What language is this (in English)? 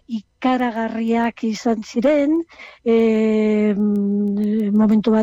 Basque